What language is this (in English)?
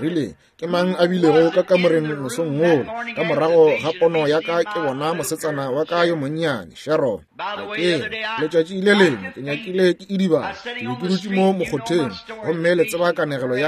Northern Sotho